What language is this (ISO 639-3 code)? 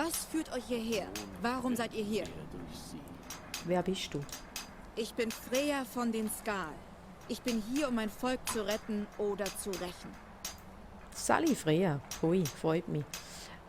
gsw